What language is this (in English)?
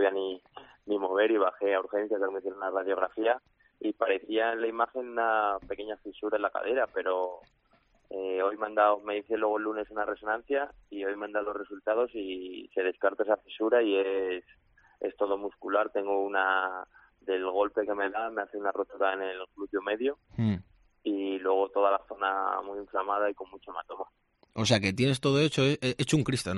Spanish